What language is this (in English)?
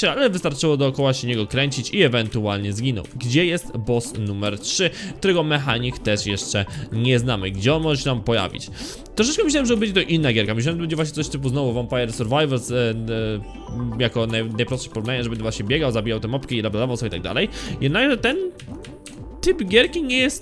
Polish